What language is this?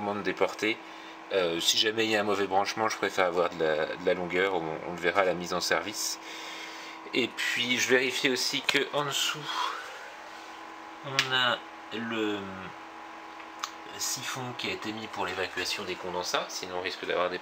French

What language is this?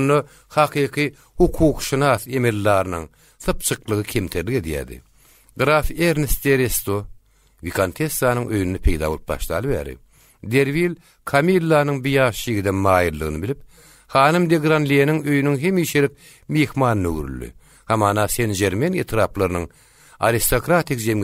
Turkmen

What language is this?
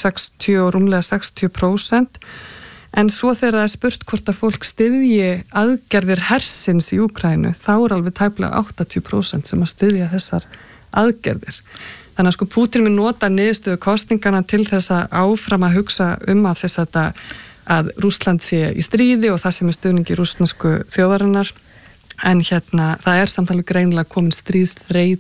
Icelandic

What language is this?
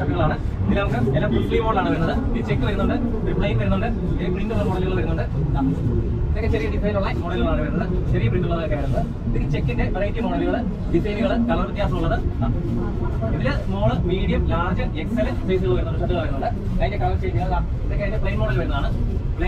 Malayalam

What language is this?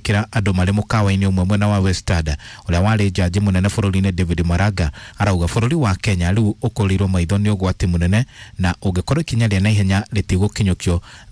Kikuyu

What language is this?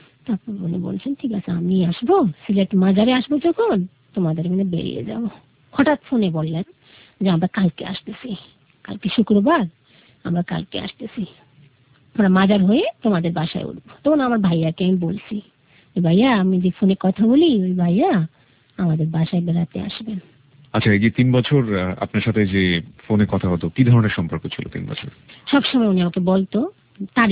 Bangla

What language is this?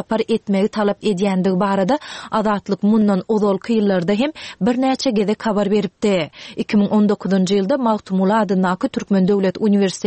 Turkmen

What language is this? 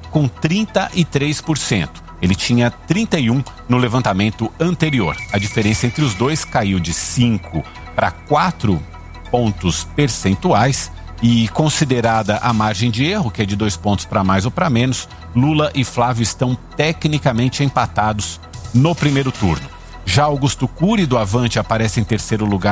Portuguese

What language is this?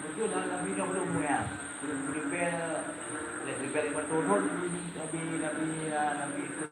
Achinese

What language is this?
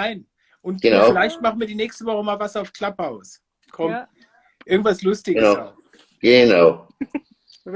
Bavarian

